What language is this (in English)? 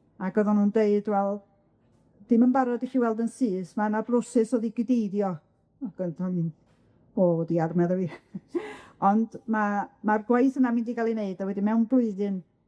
Welsh